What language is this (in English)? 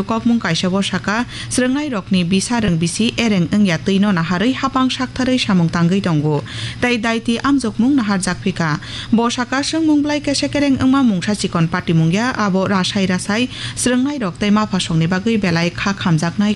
Kok Borok